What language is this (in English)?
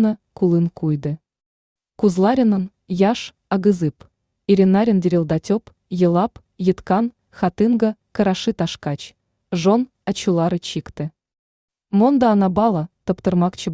Tatar